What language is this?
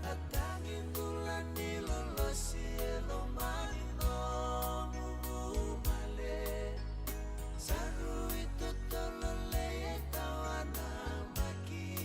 Fijian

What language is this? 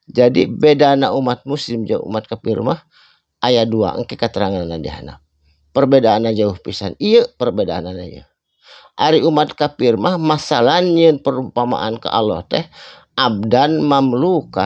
Sundanese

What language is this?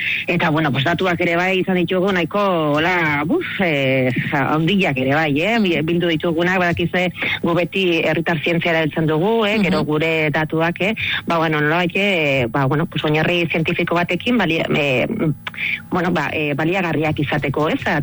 Basque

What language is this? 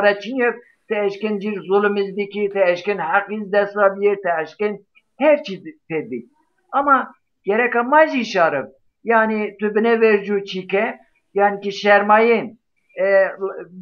Zaza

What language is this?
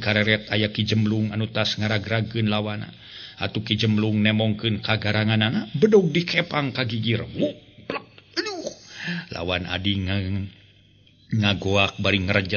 Sundanese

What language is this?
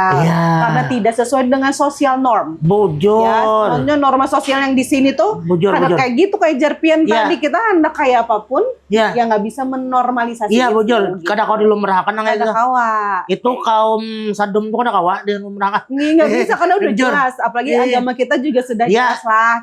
Banjar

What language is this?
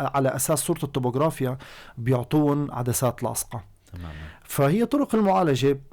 North Levantine Arabic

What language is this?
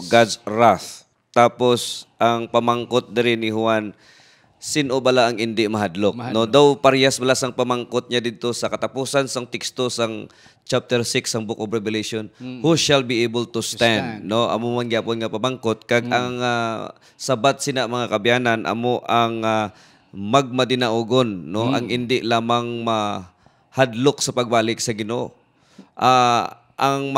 Hiligaynon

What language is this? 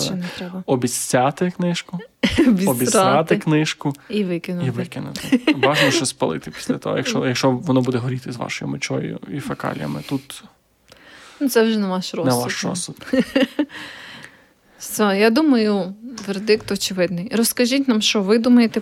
Ukrainian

